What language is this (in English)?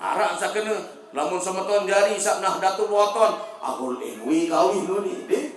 Sasak